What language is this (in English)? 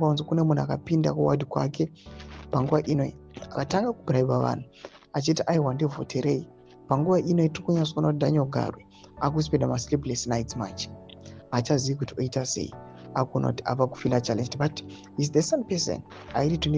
Shona